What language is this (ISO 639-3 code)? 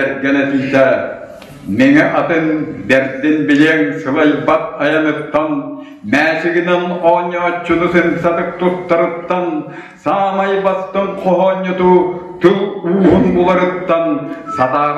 sah